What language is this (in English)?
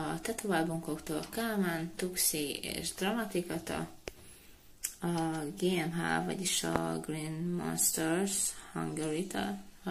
Hungarian